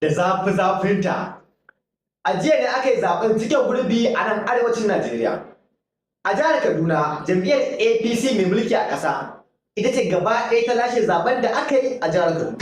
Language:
Hausa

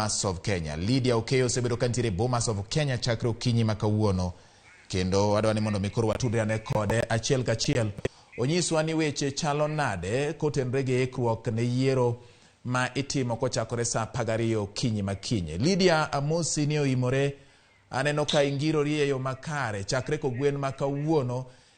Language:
Luo (Kenya and Tanzania)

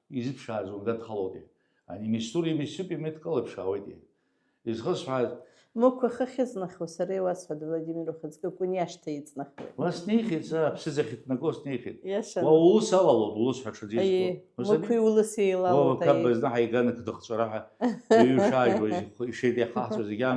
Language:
Abkhazian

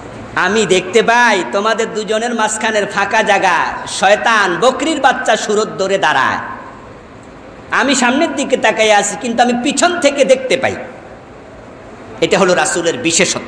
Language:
Bangla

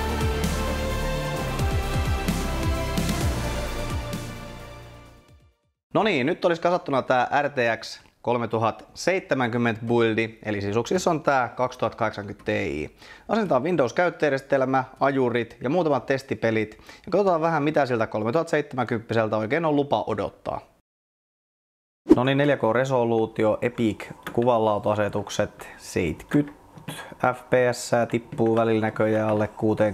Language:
Finnish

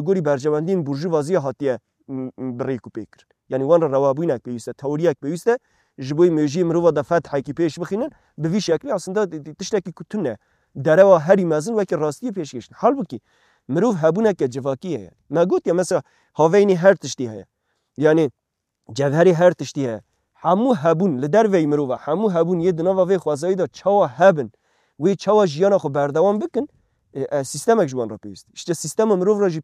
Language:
Kurdish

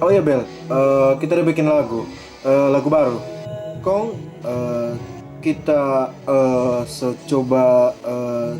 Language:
Manado Malay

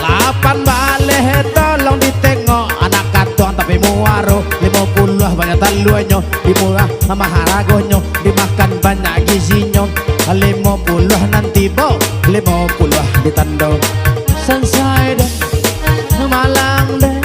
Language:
Minangkabau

